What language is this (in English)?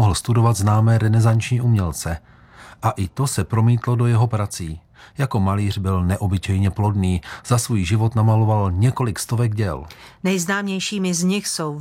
Czech